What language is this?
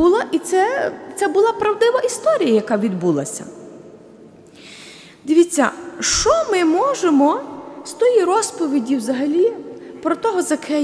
Ukrainian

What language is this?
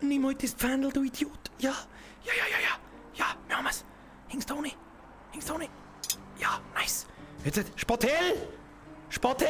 Bavarian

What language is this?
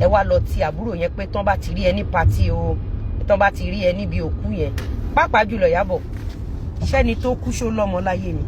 Yoruba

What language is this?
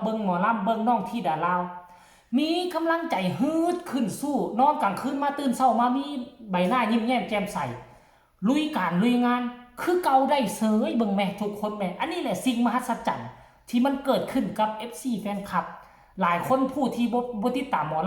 Northeastern Thai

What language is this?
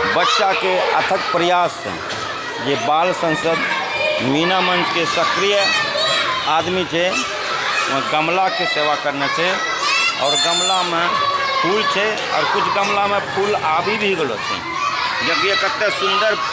Angika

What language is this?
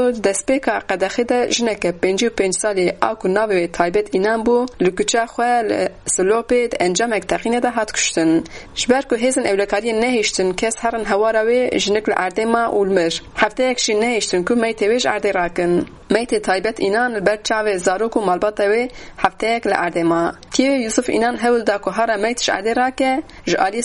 Kurdish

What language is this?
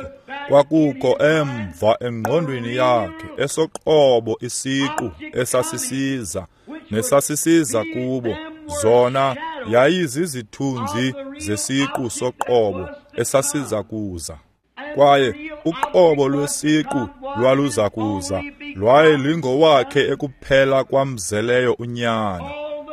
Xhosa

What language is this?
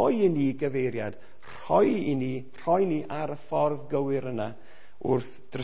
Welsh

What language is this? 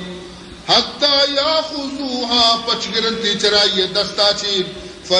Baluchi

